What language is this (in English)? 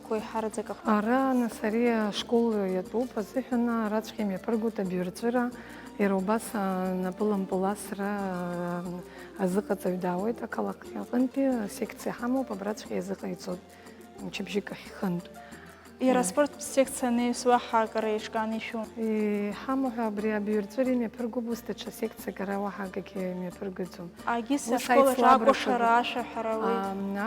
Abkhazian